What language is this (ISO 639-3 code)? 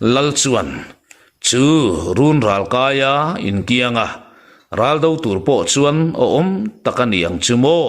lus